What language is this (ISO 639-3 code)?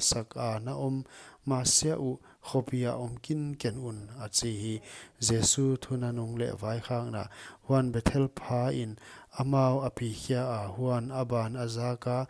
pck